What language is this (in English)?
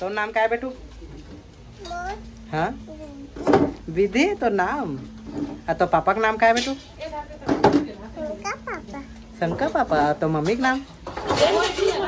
Chhattisgarhi